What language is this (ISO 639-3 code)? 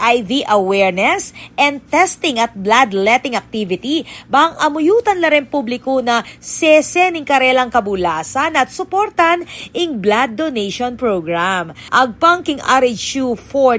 pam